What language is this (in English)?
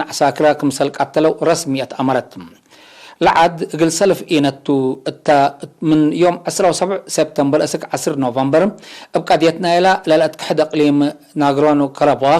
Tigre